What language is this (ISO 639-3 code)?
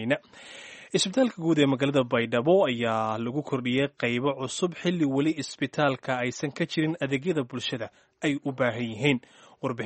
som